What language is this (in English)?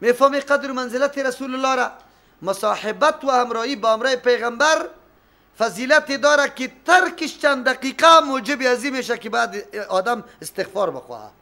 Persian